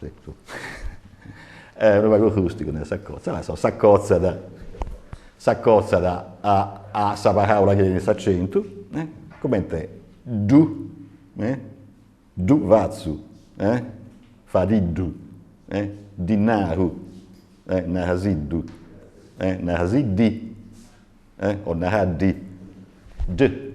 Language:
Sardinian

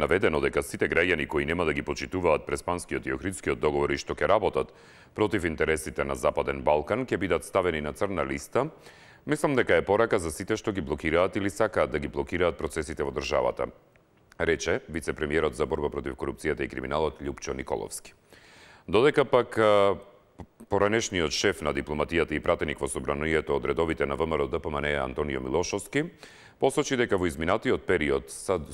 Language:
Macedonian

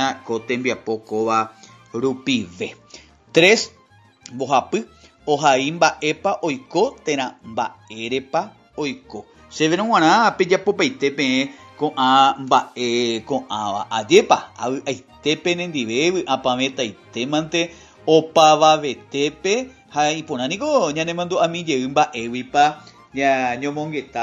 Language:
Guarani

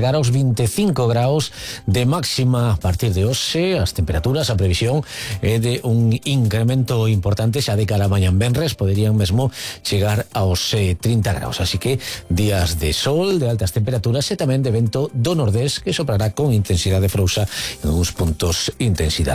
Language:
Galician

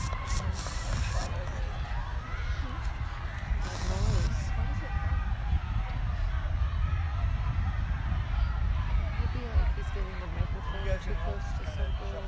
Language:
English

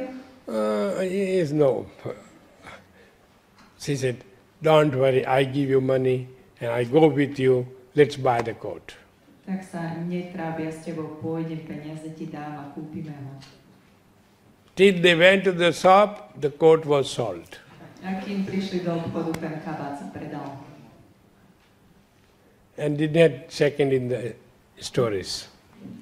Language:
Slovak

